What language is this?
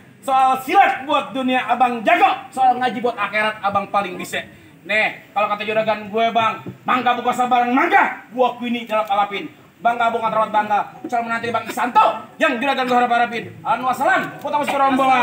Betawi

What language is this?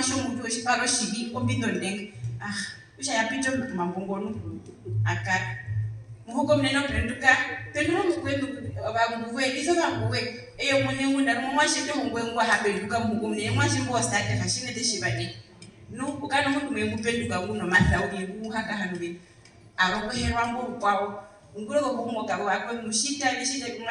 Herero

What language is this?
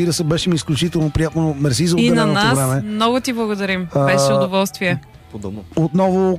Bulgarian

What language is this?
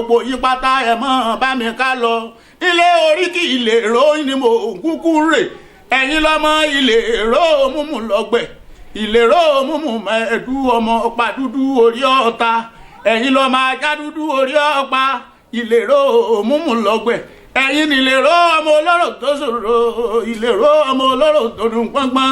Yoruba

